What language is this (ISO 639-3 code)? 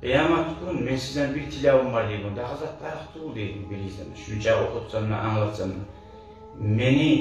kum